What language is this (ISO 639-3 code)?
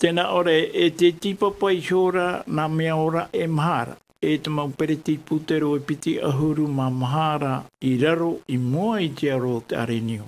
tah